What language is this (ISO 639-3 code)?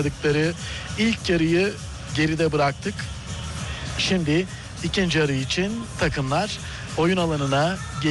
tur